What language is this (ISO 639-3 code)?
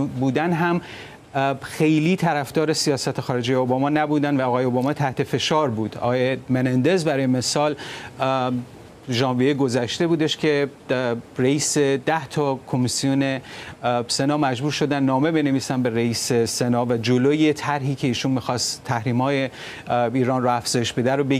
fas